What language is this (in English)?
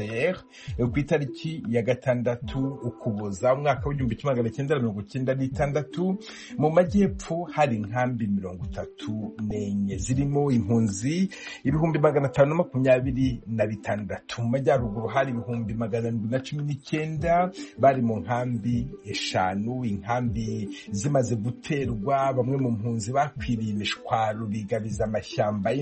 Kinyarwanda